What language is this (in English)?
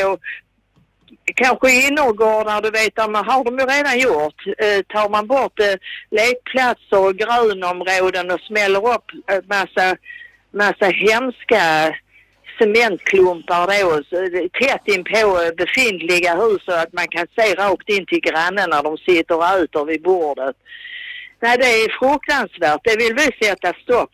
Swedish